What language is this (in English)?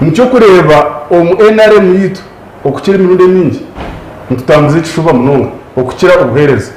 Nyankole